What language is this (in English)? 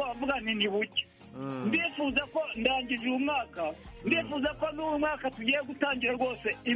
Kinyarwanda